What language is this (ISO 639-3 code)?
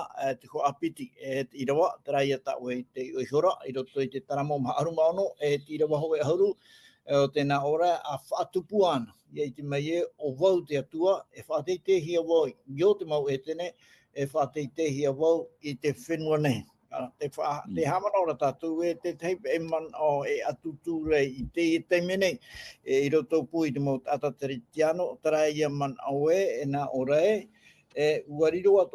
tah